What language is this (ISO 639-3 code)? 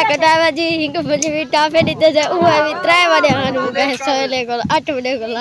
skr